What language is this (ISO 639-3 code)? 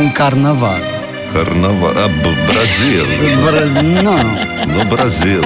ron